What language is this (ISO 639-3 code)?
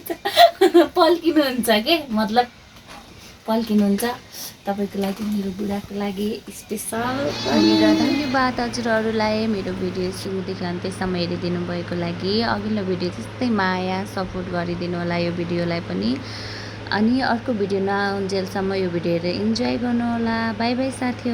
nep